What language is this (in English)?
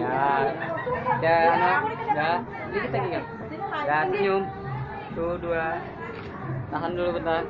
Banjar